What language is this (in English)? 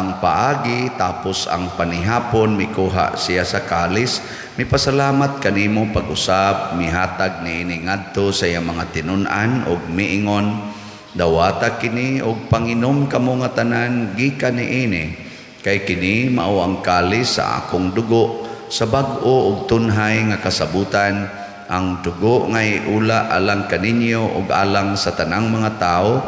Cebuano